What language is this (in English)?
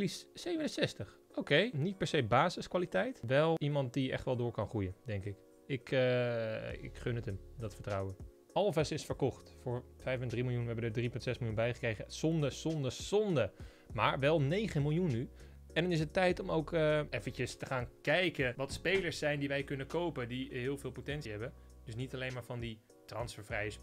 Dutch